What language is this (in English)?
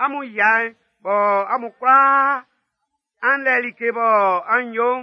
Baoulé